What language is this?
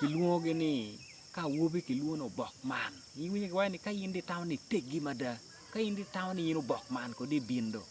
Acoli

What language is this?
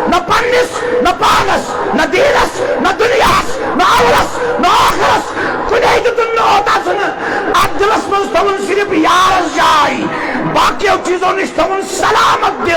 Kashmiri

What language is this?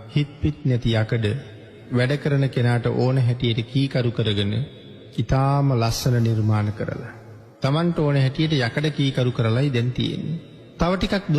Sinhala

